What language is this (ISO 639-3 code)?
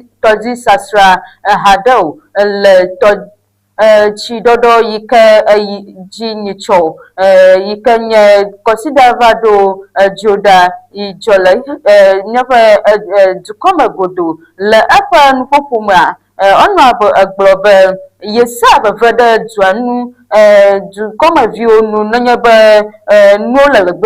ewe